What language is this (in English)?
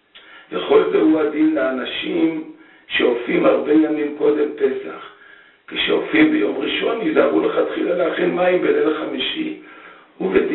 Hebrew